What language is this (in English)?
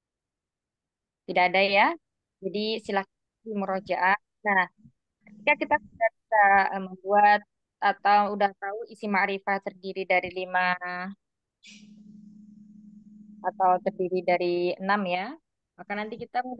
Indonesian